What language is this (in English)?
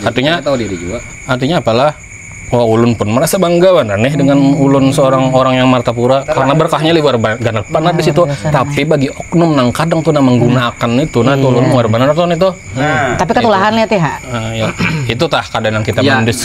Banjar